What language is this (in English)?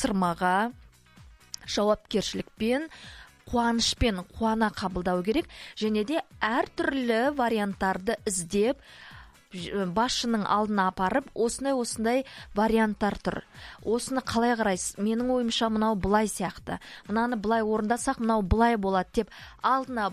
Kazakh